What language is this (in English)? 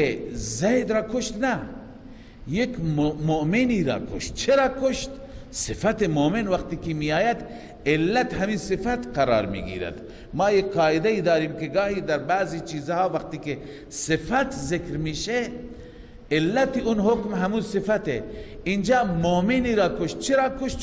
Persian